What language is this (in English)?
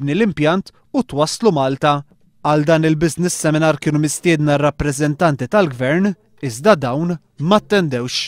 Maltese